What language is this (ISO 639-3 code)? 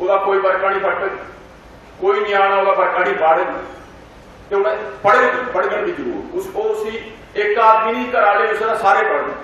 doi